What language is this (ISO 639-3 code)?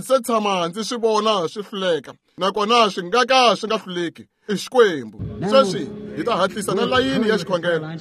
tso